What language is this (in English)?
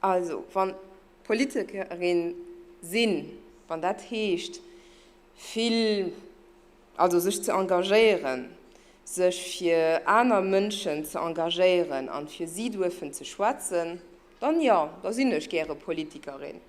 Luxembourgish